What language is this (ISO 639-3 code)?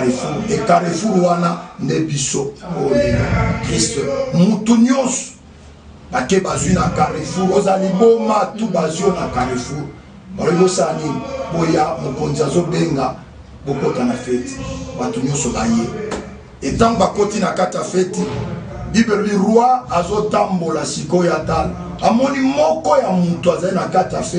lin